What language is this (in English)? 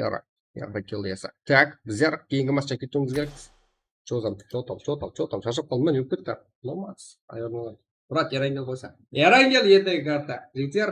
Kara-Kalpak